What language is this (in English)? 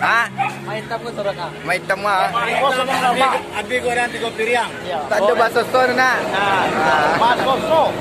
Minangkabau